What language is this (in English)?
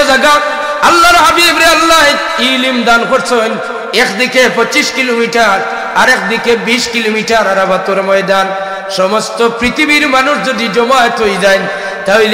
Sylheti